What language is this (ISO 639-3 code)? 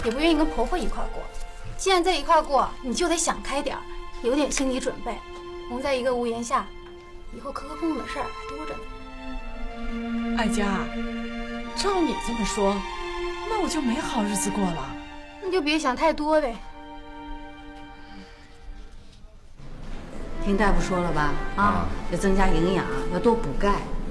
zho